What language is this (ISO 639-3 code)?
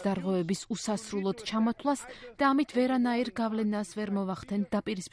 kat